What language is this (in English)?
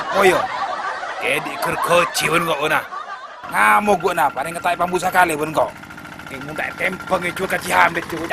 Madurese